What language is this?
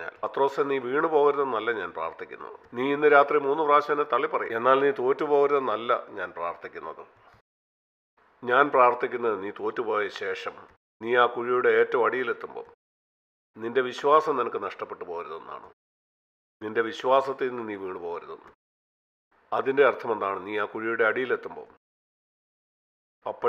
Malayalam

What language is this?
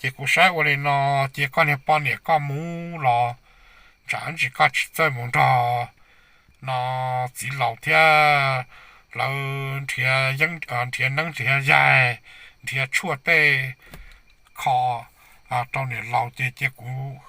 Hmong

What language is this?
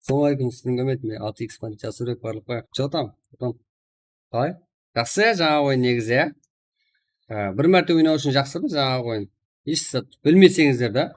Kara-Kalpak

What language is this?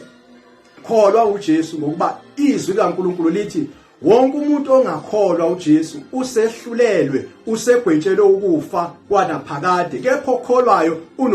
Zulu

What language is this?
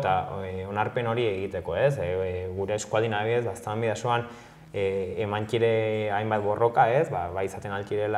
Basque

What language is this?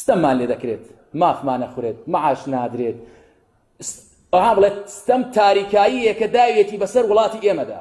Central Kurdish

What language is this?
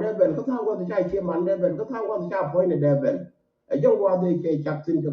Nuer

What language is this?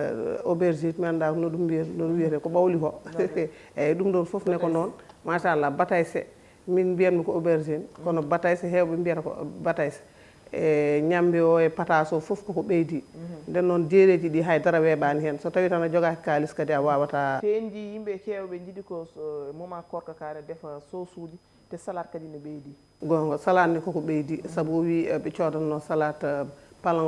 Fula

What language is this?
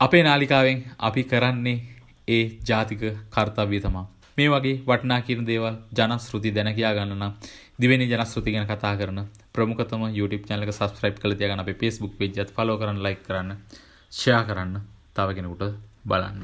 Sinhala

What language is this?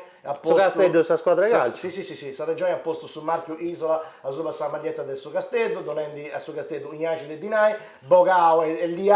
Sardinian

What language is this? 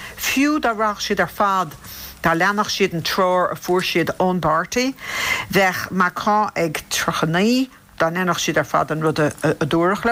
Irish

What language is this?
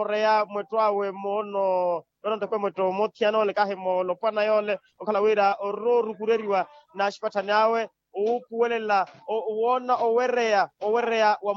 Makhuwa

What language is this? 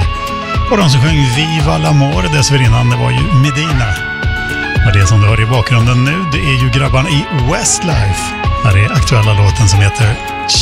Swedish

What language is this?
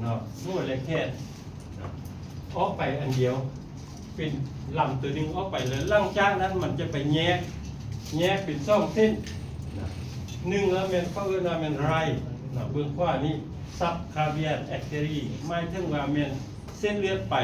Lao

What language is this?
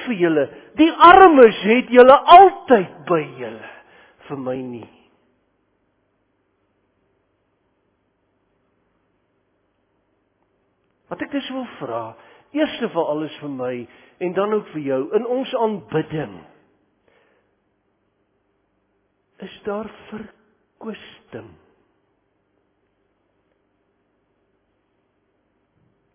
Afrikaans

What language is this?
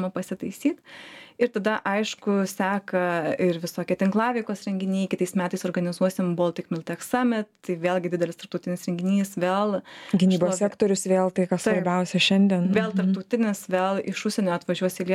Lithuanian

